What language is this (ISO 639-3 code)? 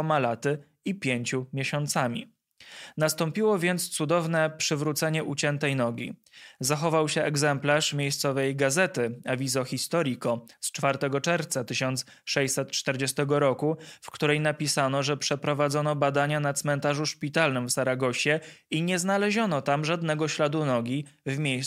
pol